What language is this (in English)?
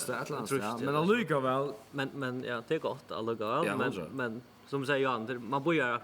Faroese